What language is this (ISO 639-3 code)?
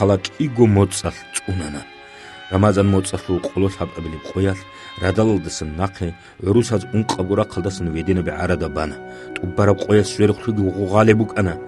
ava